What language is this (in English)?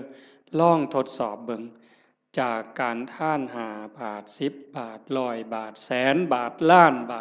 Northeastern Thai